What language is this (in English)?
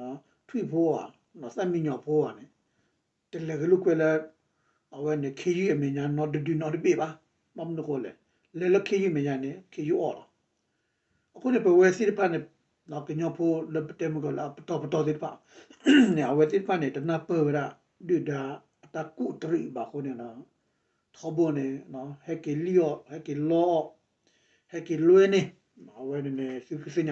S'gaw Karen